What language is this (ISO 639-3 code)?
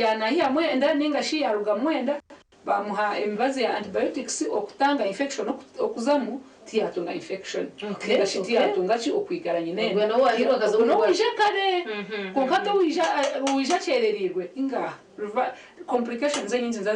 nyn